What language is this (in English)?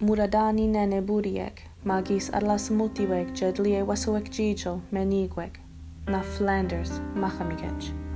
Mi'kmaw